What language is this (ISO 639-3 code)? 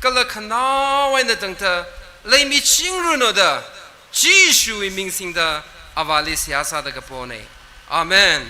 nmf